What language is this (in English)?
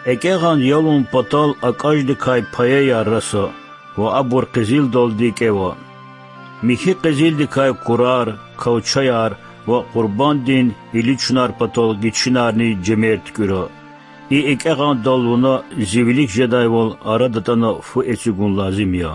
Lezghian